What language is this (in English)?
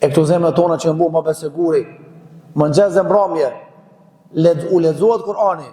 Albanian